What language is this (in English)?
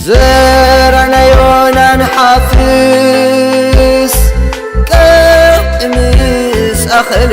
Tigrinya